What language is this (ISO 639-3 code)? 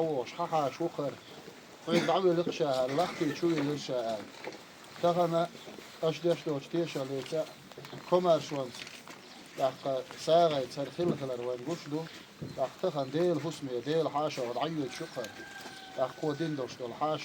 che